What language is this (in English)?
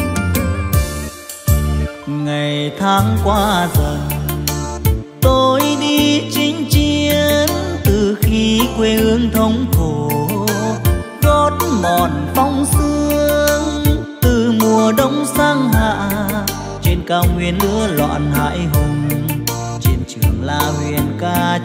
Vietnamese